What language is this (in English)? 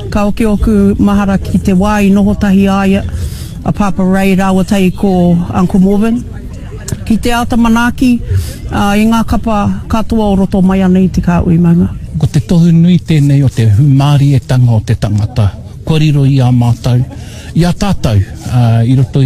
Māori